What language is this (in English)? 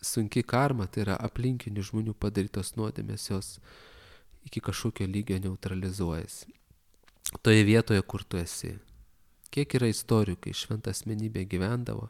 Lithuanian